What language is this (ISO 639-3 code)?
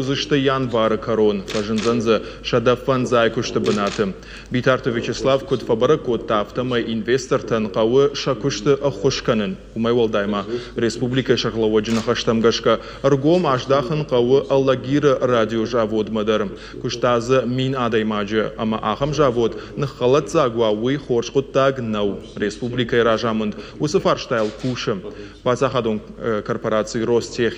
oss